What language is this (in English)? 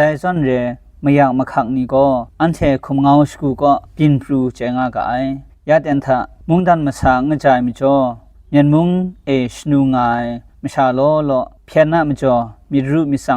Kachin